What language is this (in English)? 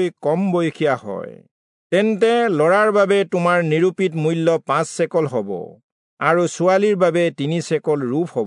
Assamese